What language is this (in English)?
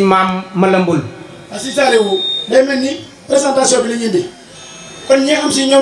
Wolof